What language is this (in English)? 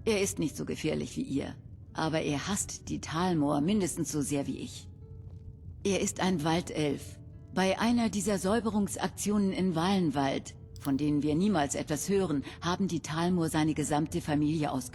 Bavarian